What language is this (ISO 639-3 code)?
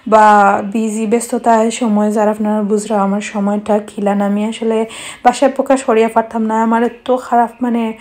syl